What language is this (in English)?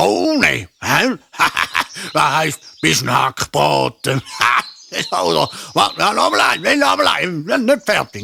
Swiss German